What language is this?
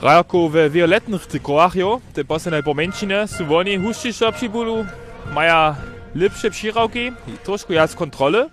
Upper Sorbian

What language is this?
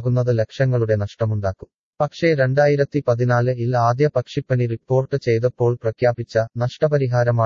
Malayalam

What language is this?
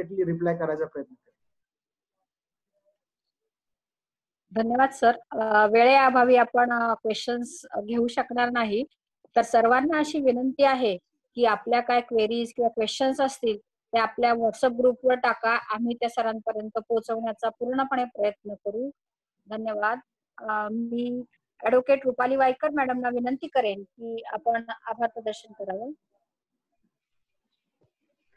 Marathi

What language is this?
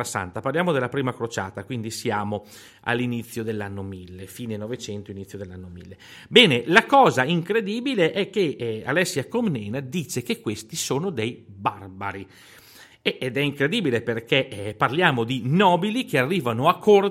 Italian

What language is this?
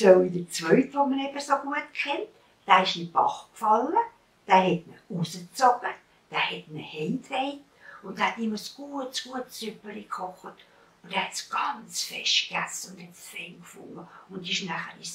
Swiss German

